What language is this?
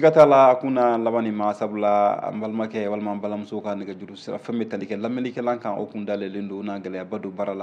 Bambara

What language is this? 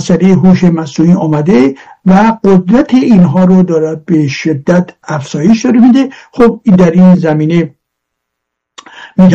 Persian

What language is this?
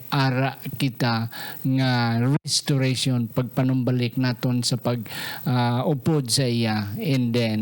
Hiligaynon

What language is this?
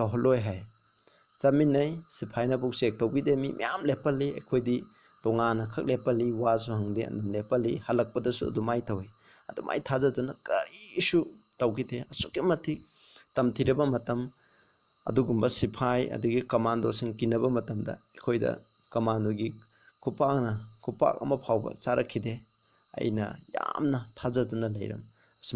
Manipuri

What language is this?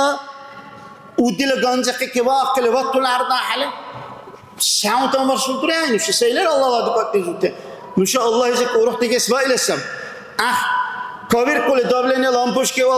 Dargwa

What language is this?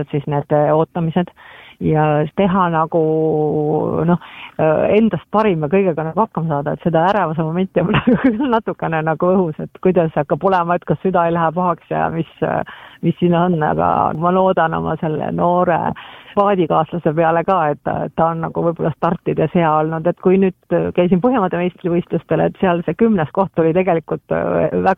Estonian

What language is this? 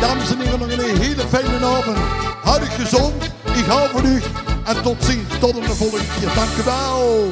Limburgish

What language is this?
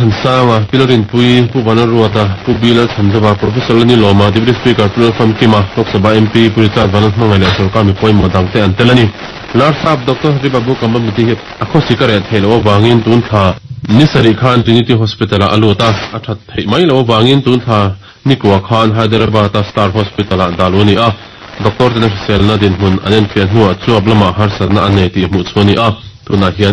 Mizo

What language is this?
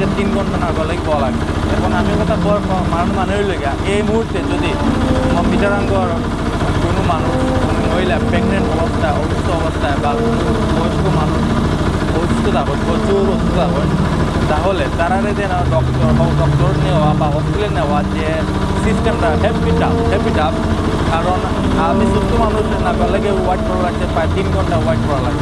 Sylheti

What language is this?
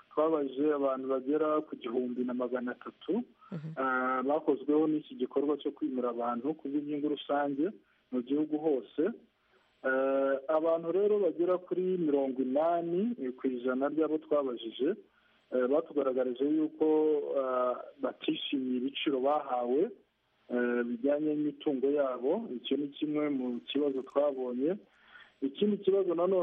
Kinyarwanda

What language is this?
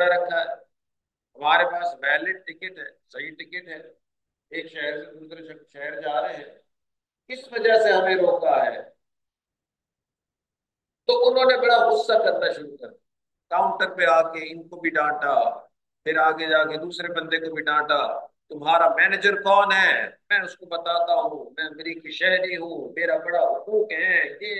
Urdu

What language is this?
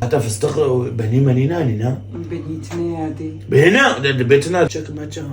Kurdish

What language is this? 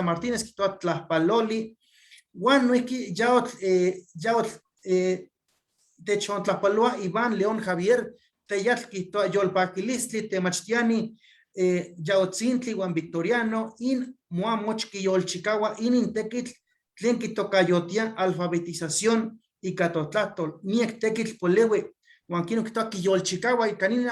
Eastern Huasteca Nahuatl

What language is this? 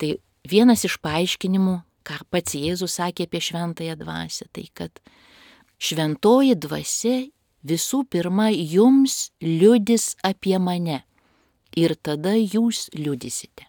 Lithuanian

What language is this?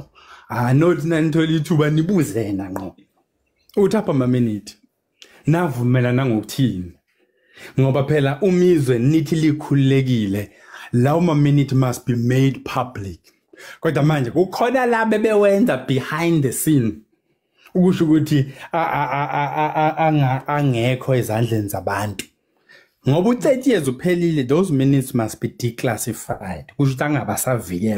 Zulu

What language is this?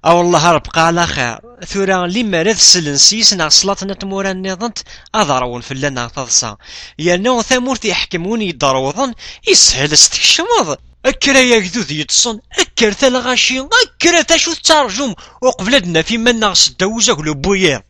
Kabyle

